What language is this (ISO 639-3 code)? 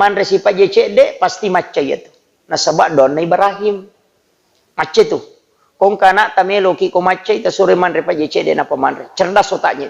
bug